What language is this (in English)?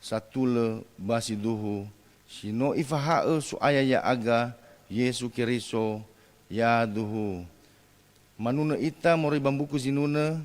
Nias